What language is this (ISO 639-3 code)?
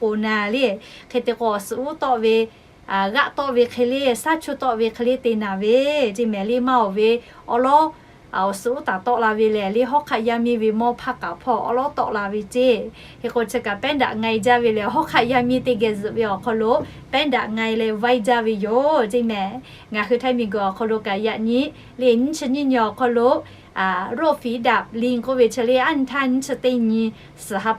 lhu